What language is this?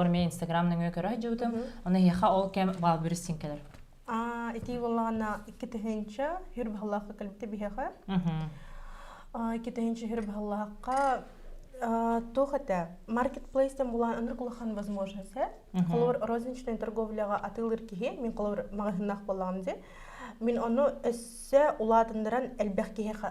Yakut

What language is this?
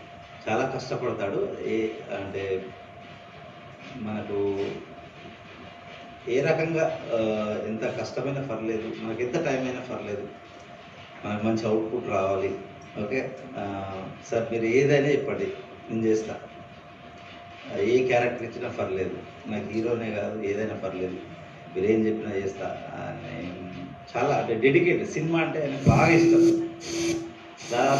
Telugu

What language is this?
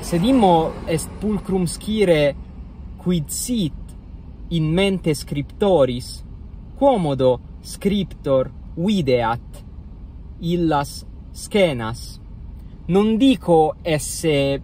Latin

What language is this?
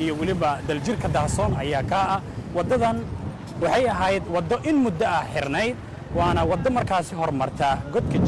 Somali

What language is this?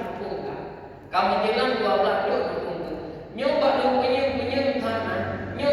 Achinese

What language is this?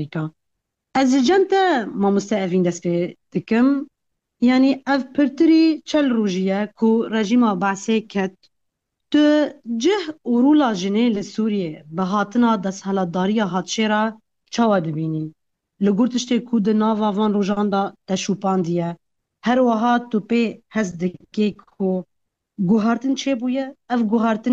Kurdish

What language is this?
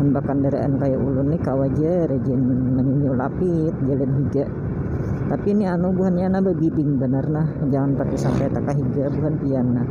Banjar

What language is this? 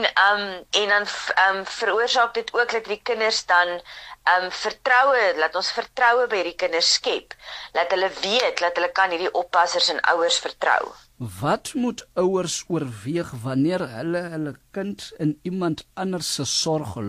Afrikaans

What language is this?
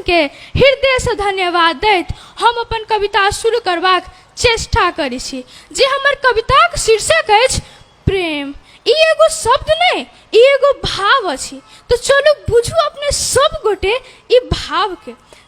Maithili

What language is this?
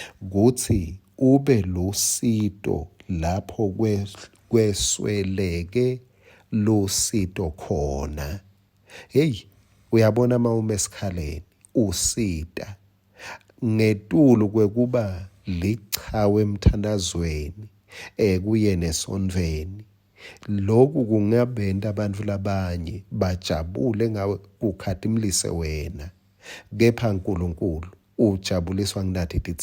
Swati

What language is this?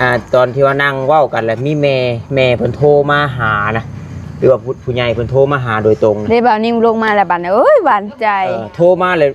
Northeastern Thai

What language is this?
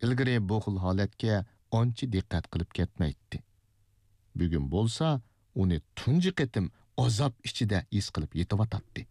Uyghur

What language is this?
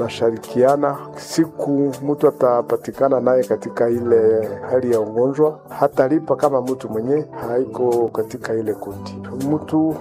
Swahili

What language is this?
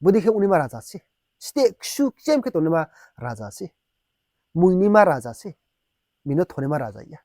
Riang (India)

